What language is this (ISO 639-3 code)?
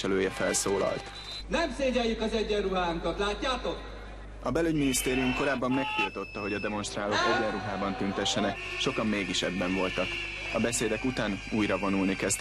hun